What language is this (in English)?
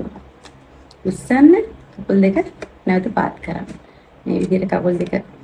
Sinhala